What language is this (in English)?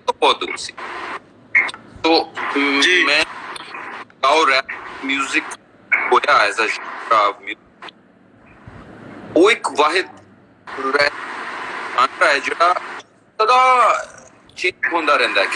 Punjabi